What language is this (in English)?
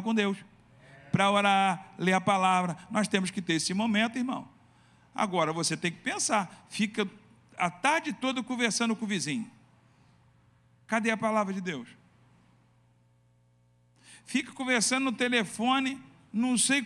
Portuguese